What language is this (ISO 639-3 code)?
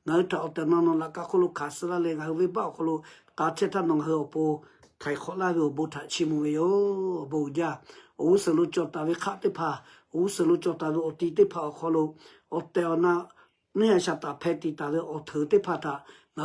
lhu